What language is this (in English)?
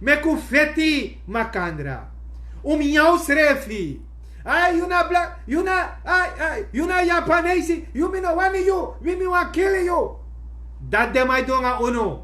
Sranan Tongo